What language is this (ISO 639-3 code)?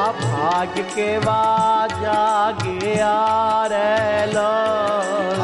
guj